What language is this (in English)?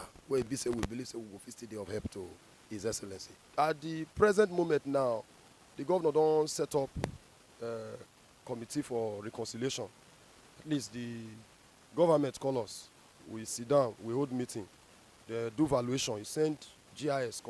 Nigerian Pidgin